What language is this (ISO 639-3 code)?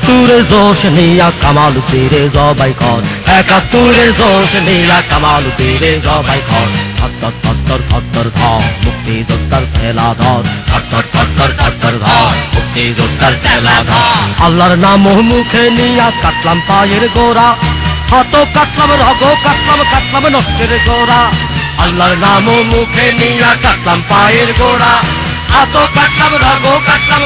ben